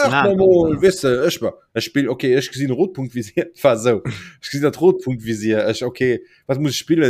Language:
Luxembourgish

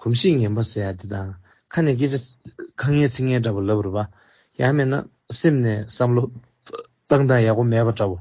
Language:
Tibetan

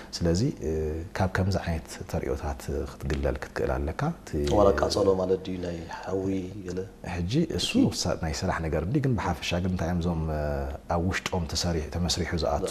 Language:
Tigrinya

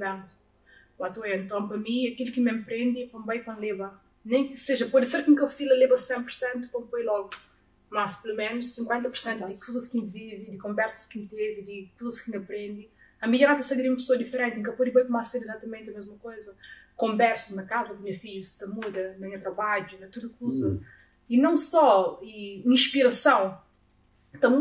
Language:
Kabuverdianu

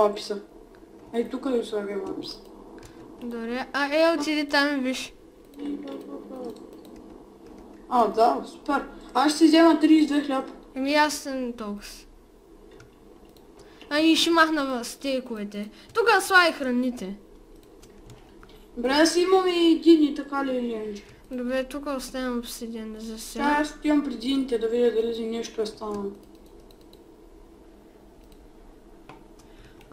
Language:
Bulgarian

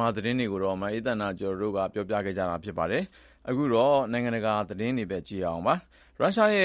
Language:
Burmese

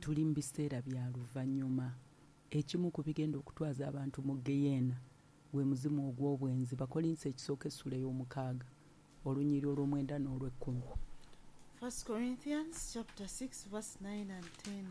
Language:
Ganda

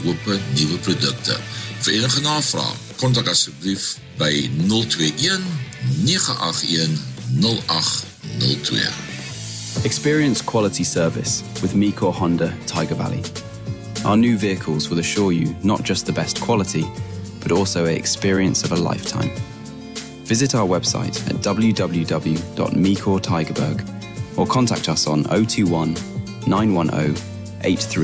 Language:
Afrikaans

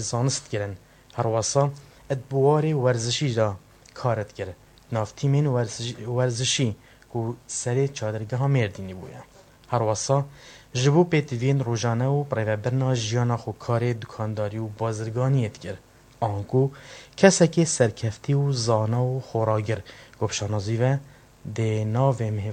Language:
Kurdish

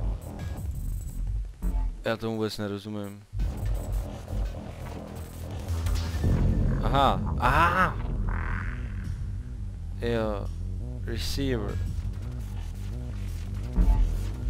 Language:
Czech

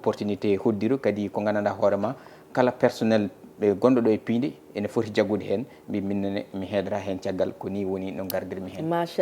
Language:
Fula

